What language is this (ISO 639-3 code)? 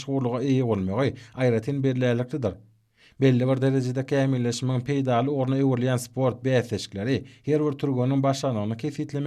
tuk